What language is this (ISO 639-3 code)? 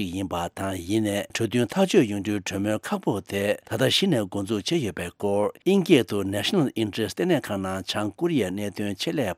bod